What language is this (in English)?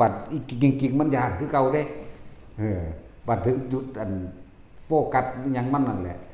Northeastern Thai